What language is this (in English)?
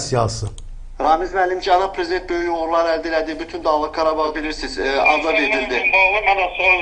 Azerbaijani